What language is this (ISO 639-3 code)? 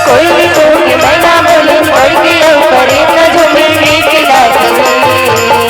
hne